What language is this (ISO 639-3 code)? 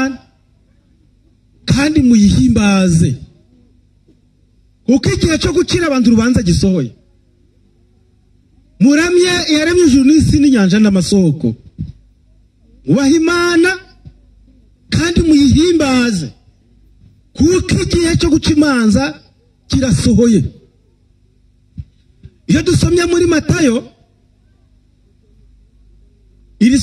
kin